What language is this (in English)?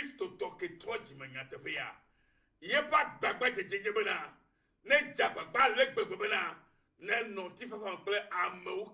Ewe